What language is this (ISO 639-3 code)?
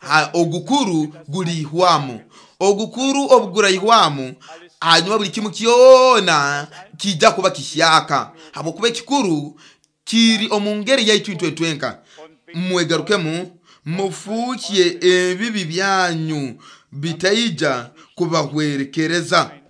nyo